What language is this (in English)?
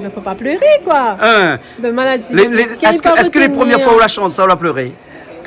Réunion Creole French